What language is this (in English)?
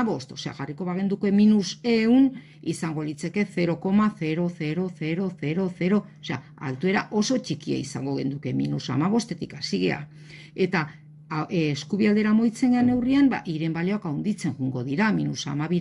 Basque